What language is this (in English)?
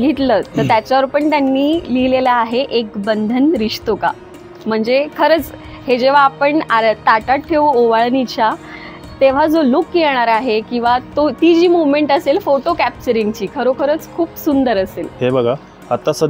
Marathi